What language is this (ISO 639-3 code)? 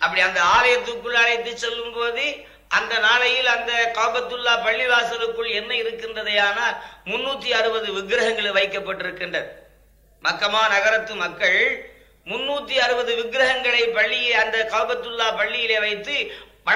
tam